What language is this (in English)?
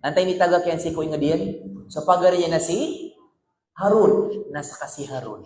Maranao